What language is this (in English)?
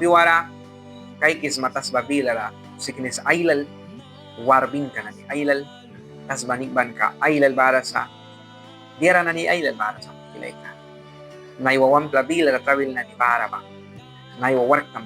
Mískito